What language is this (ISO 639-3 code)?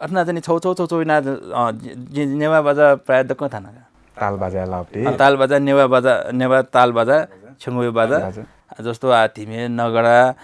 new